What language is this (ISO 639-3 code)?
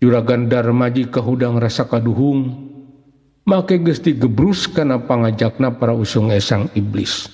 sun